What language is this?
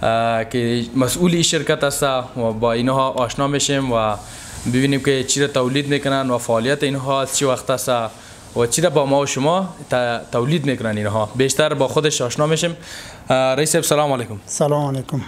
Persian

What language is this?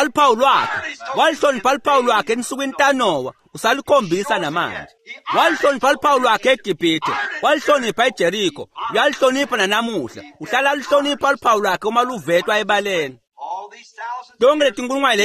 Swati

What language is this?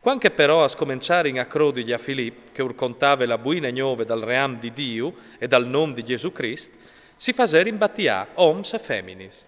Friulian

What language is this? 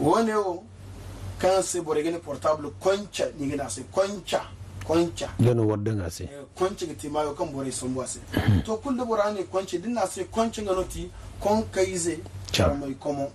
Zarma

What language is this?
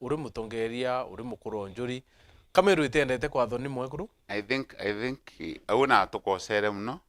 Meru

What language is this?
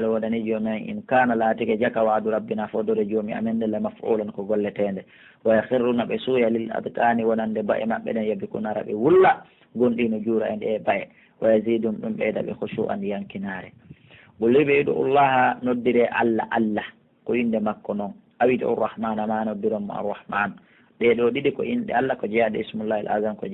Fula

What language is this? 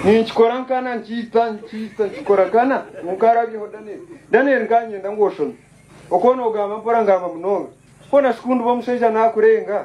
Nyankole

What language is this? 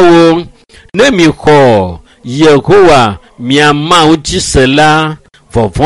Ewe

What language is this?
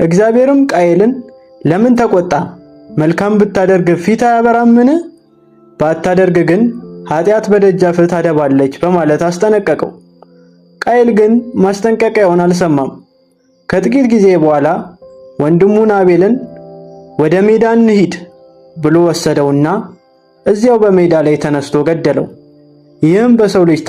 Amharic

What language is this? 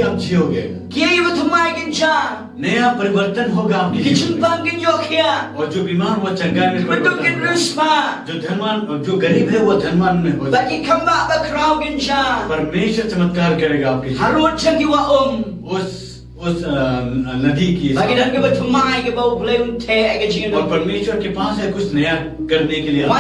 Khasi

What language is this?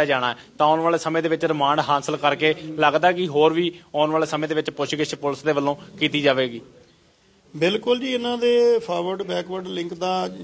Punjabi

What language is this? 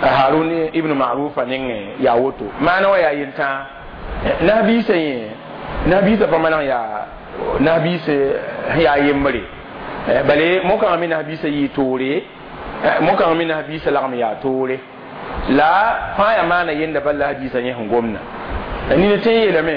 Mossi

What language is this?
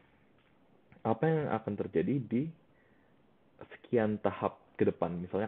Indonesian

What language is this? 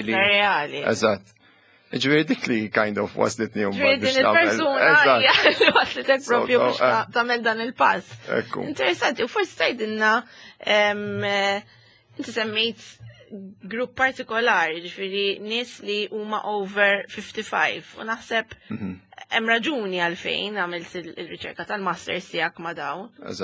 Maltese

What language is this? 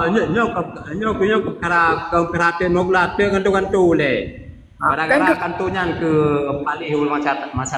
Achinese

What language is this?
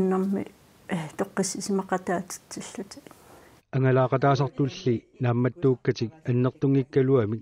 Kalaallisut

